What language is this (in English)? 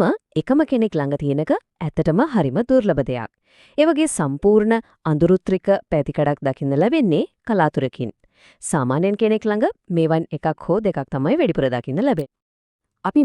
Sinhala